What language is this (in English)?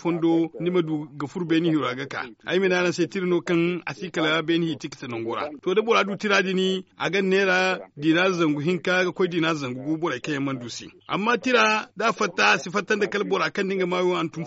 Zarma